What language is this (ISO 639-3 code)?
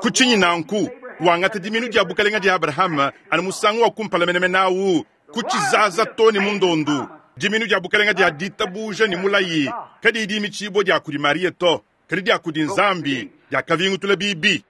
lua